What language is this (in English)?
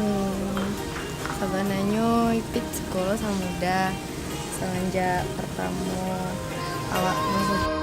Minangkabau